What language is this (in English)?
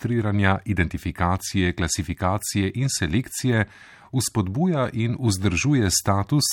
Slovenian